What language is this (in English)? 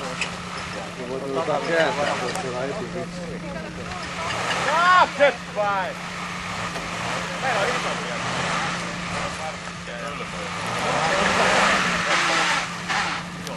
Finnish